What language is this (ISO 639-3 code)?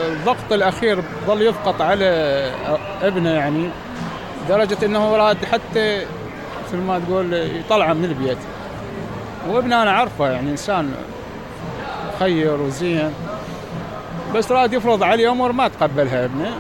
acm